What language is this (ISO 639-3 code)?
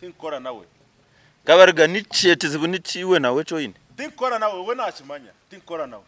nyn